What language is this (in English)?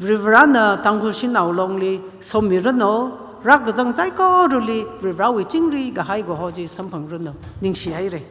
Tangkhul Naga (India)